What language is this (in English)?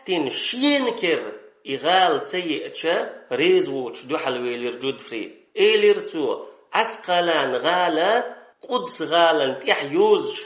Chechen